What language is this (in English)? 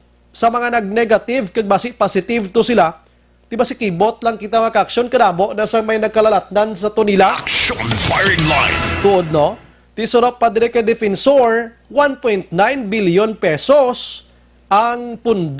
Hiligaynon